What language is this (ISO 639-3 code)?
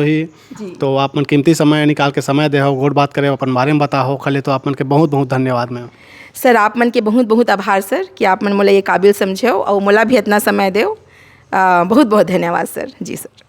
hne